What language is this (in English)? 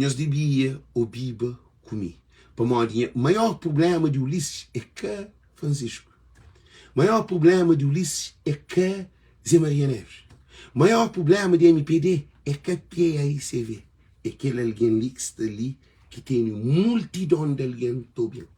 Kabuverdianu